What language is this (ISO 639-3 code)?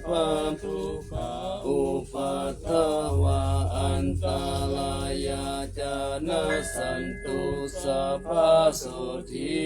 pli